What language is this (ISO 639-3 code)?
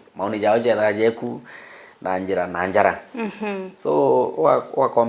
mer